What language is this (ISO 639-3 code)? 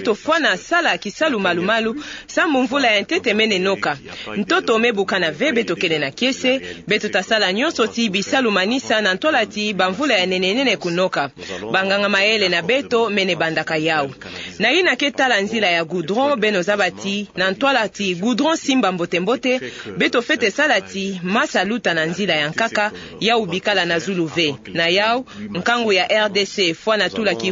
ktu